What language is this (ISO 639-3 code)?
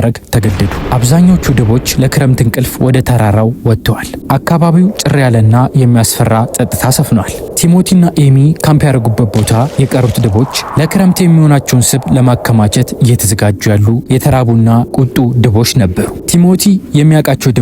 amh